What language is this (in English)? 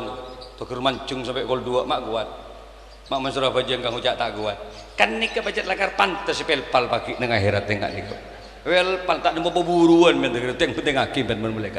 Madurese